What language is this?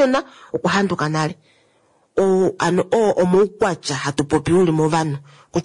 Kuanyama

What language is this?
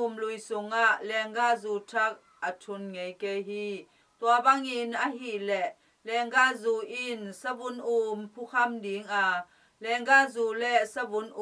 Tedim Chin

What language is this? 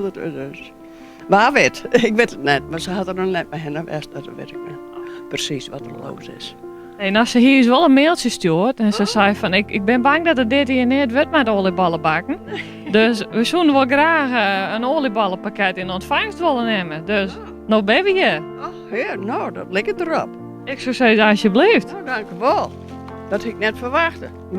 Western Frisian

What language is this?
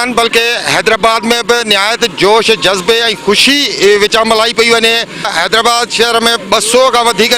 Sindhi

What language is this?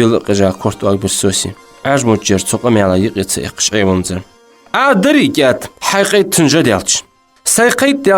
Ingush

